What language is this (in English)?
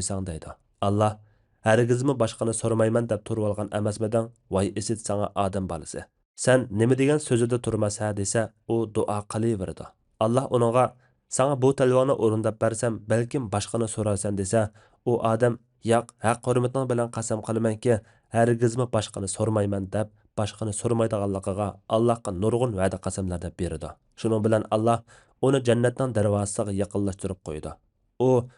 Uyghur